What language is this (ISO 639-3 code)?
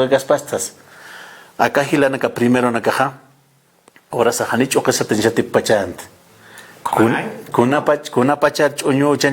aym